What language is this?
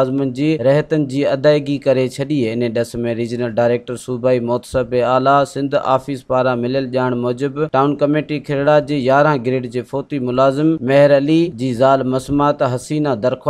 Sindhi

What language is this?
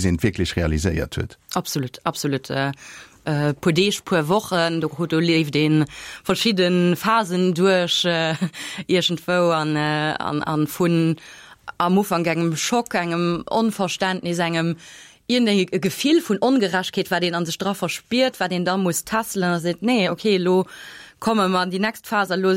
Luxembourgish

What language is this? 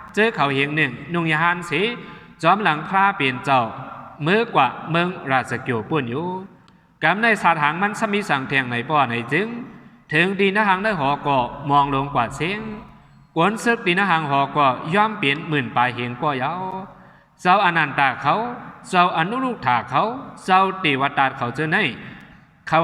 Shan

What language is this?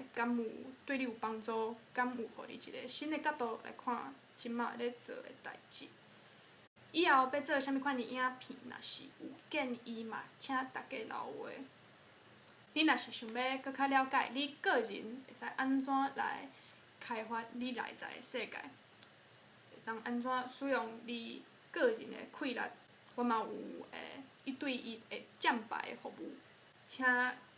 Min Nan Chinese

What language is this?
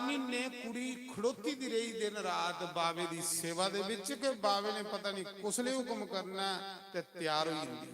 Dogri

